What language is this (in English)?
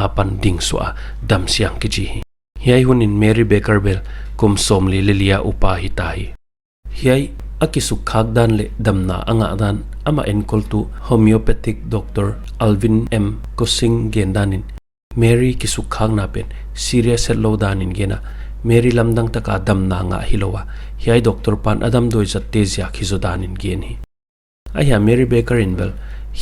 Paite Chin